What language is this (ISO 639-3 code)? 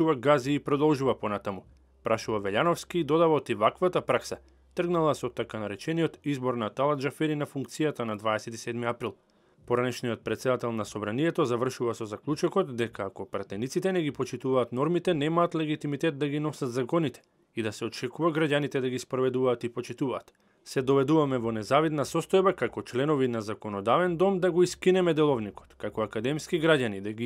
mkd